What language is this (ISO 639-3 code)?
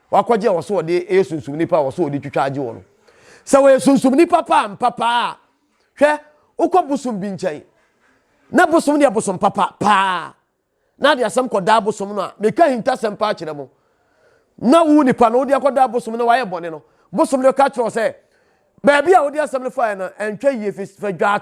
aka